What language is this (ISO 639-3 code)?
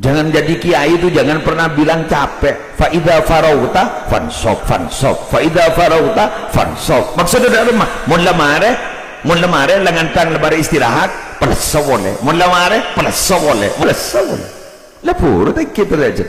mad